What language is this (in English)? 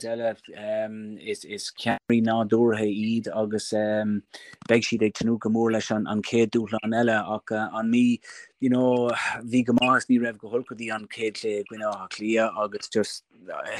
Irish